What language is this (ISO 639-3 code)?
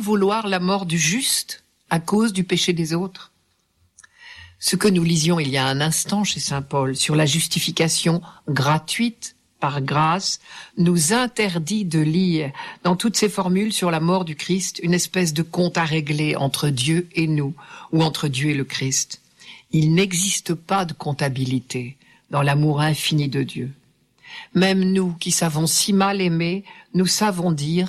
fra